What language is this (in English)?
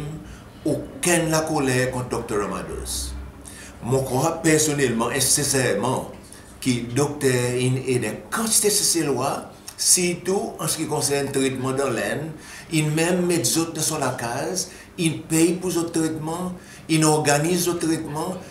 Seselwa Creole French